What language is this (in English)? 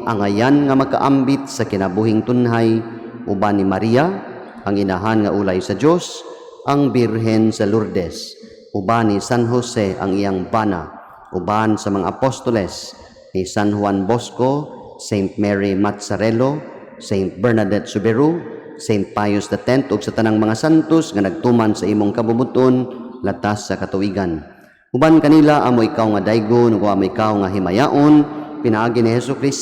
Cebuano